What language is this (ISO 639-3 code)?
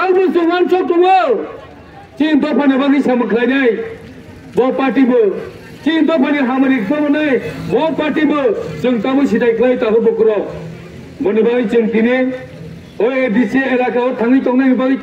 trp